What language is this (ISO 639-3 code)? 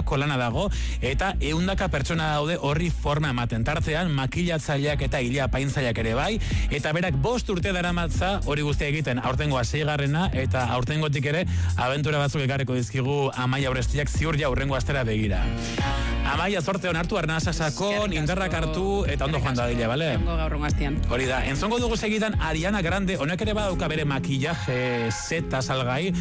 eus